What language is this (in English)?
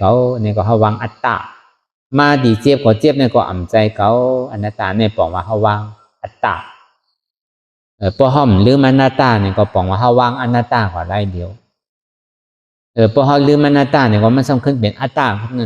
Shan